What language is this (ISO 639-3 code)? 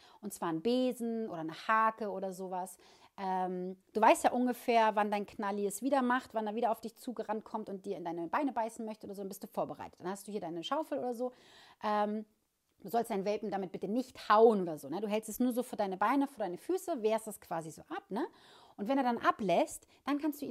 deu